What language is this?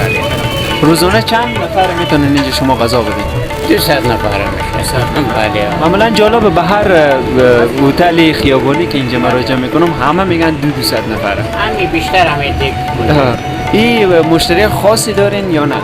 Persian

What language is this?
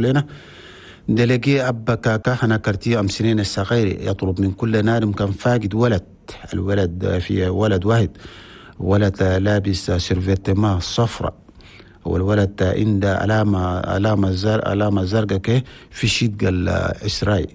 Chadian Arabic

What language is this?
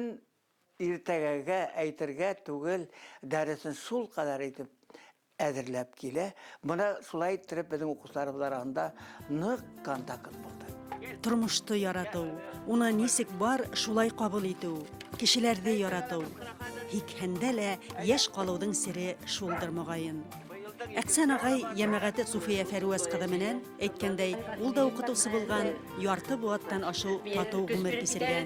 Bashkir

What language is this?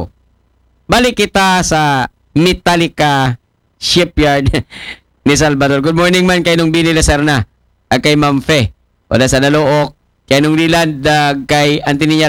Aklanon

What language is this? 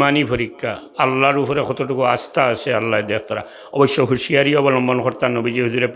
Sylheti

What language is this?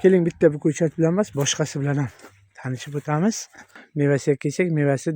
Uzbek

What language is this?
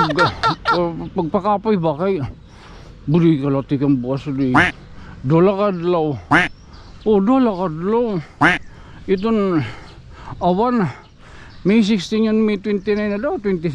Waray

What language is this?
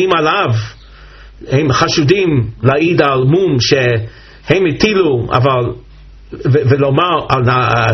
Hebrew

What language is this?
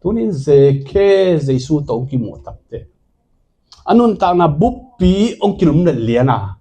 Tedim Chin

